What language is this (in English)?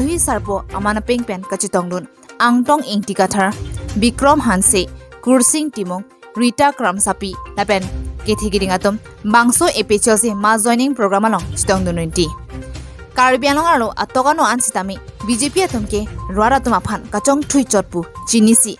Karbi